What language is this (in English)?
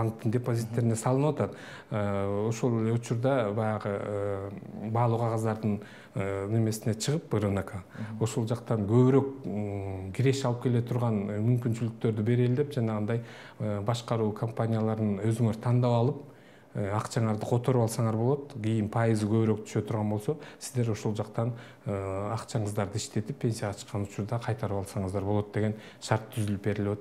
Kyrgyz